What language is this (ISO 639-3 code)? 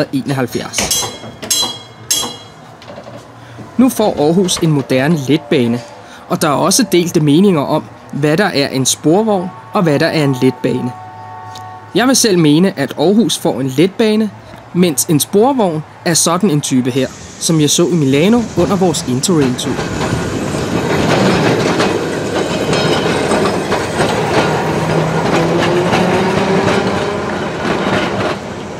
dan